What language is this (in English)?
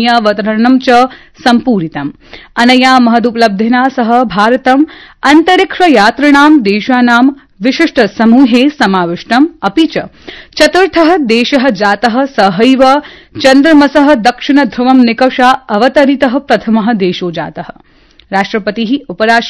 Sanskrit